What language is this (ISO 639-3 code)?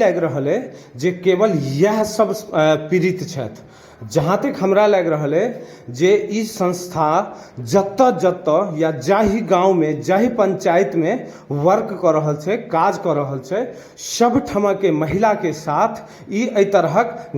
mai